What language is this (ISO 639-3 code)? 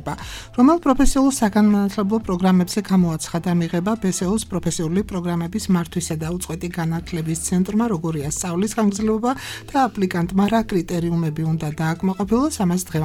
kat